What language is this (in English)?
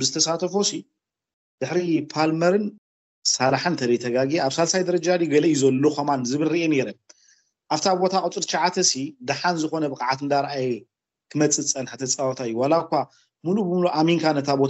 Tigrinya